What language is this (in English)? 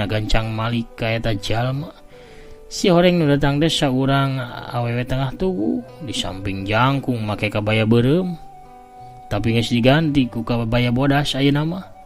Sundanese